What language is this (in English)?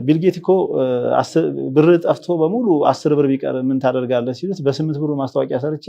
Amharic